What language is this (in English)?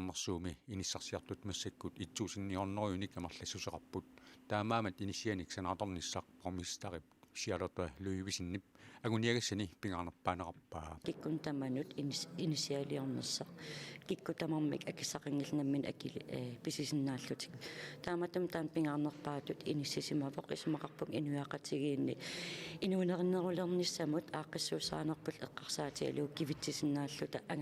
Kalaallisut